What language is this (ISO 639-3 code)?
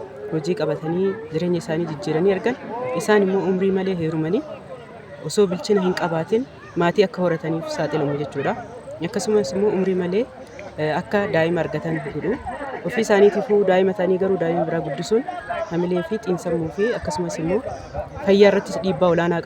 orm